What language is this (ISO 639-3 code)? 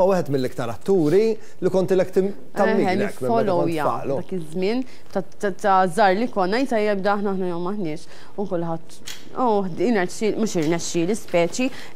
mlt